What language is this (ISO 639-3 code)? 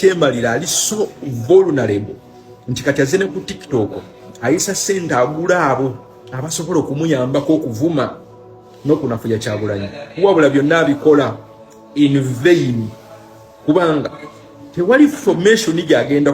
lug